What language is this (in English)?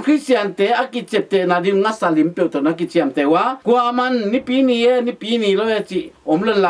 Tedim Chin